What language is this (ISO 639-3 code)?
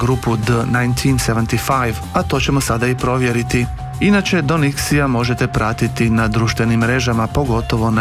hrv